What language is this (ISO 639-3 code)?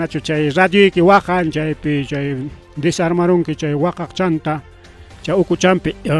quy